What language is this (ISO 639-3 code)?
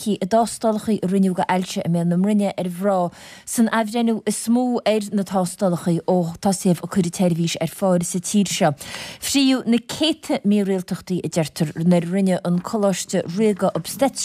gle